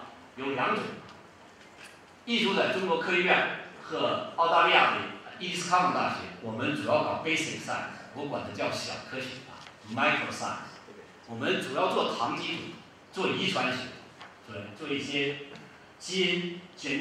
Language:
Chinese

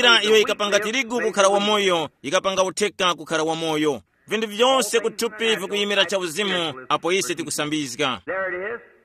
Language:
Tumbuka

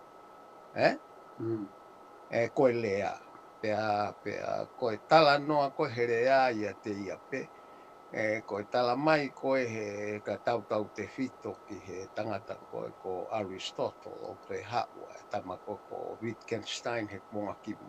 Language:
Tongan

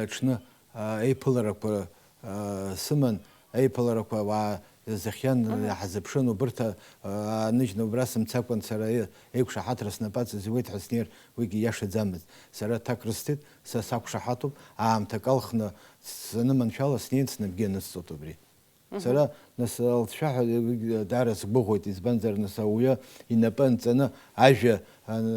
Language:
Abkhazian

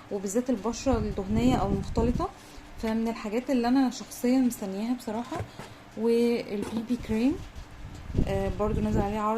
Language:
Egyptian Arabic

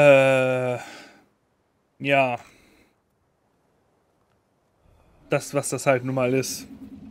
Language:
German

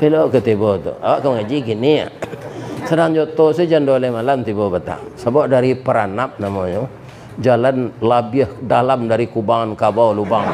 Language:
Minangkabau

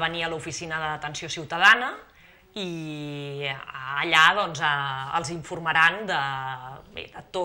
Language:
Catalan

